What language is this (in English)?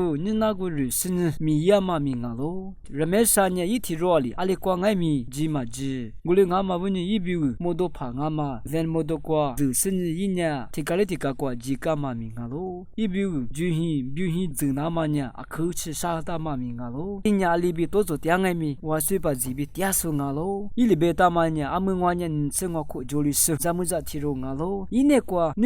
Lisu